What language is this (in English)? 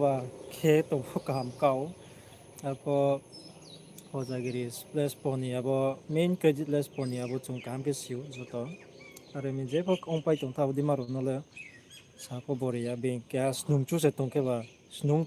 Riang (India)